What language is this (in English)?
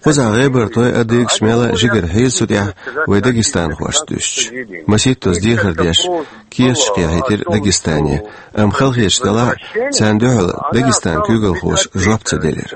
Chechen